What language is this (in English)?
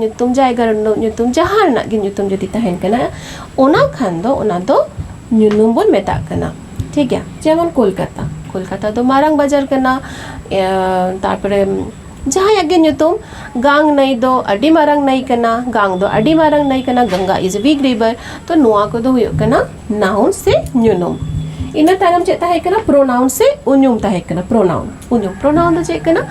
Santali